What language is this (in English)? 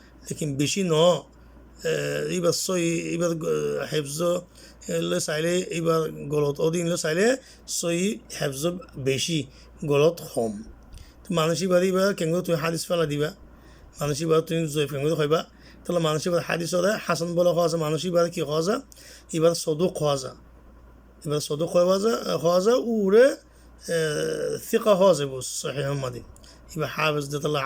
Rohingya